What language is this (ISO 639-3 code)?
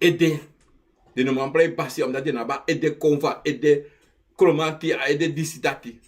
srn